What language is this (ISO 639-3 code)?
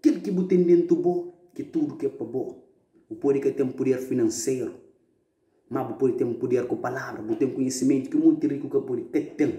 kea